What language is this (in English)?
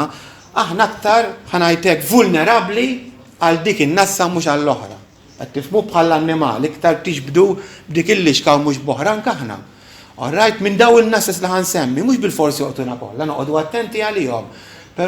Maltese